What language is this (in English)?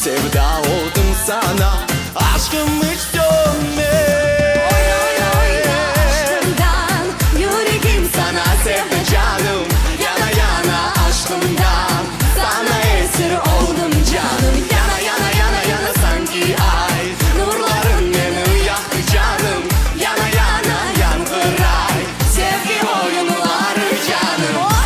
Crimean Tatar